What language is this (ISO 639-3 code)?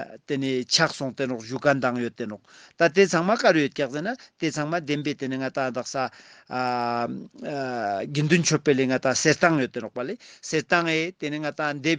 lbj